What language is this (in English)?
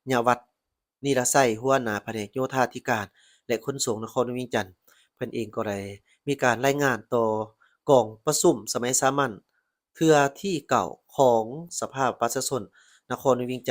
Lao